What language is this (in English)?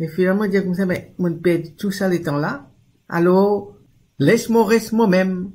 Morisyen